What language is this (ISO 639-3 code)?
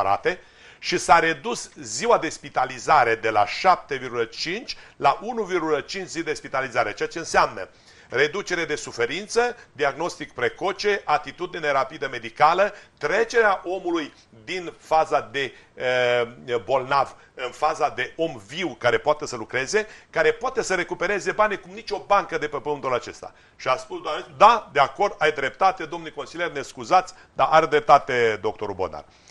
ron